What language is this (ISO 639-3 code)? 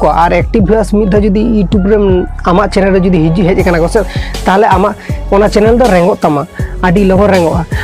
sat